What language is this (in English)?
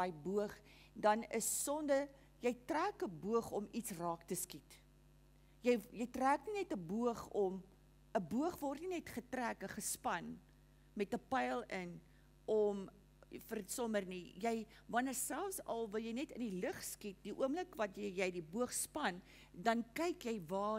Afrikaans